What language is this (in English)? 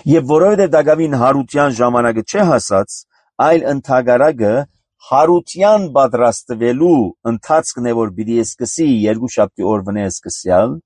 Armenian